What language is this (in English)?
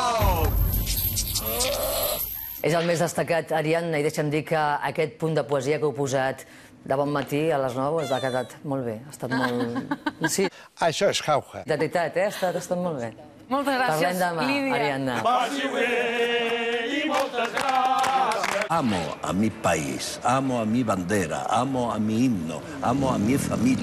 Catalan